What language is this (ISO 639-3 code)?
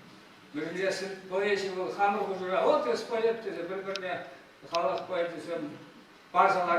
chv